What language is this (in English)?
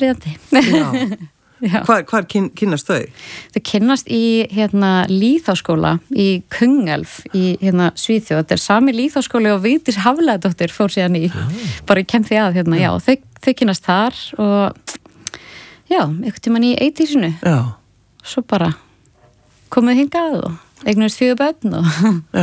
Icelandic